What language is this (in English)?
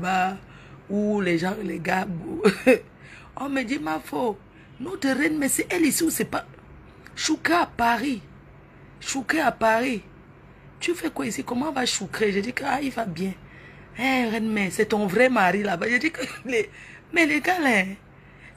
French